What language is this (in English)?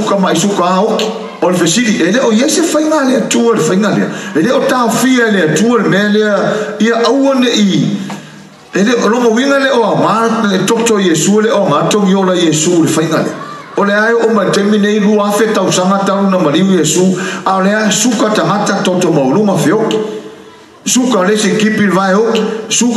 Samoan